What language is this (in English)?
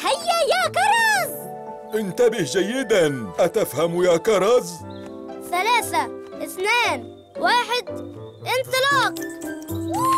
Arabic